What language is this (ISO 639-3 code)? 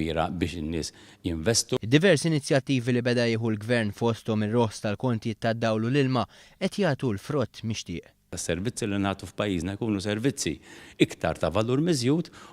mlt